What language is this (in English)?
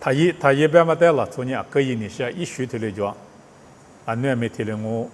Lisu